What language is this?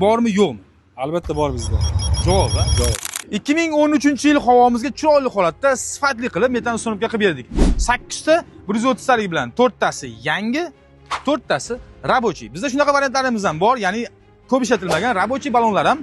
Uzbek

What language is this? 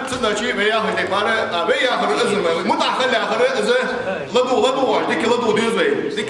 Ingush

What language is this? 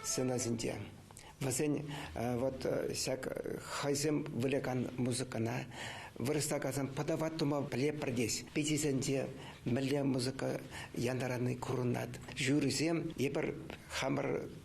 Chuvash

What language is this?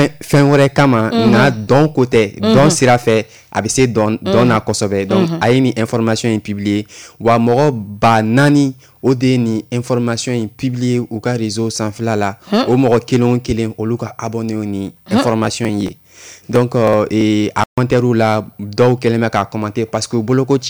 Bambara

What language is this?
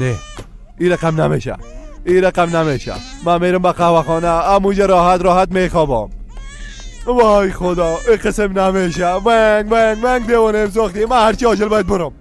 Persian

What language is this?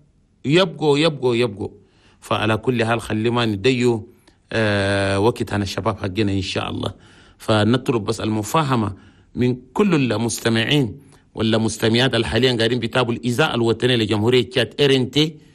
Chadian Arabic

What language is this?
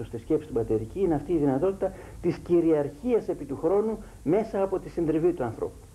Greek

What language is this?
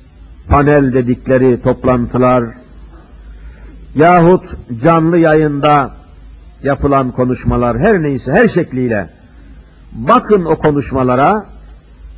Turkish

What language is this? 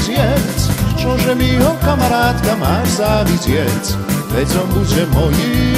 Slovak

